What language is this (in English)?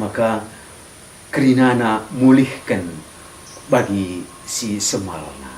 Batak Karo